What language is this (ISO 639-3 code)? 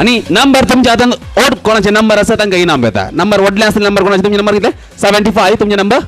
kok